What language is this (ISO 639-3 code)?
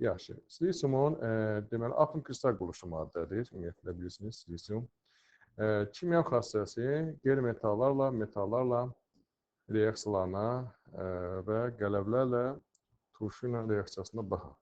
aze